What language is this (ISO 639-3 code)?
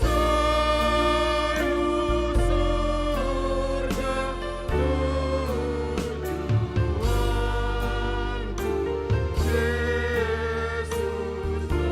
bts